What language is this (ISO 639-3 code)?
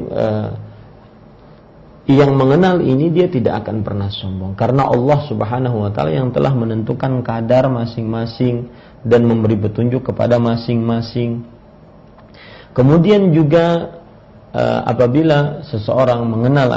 ind